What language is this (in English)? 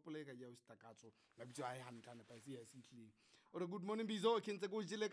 Southern Sotho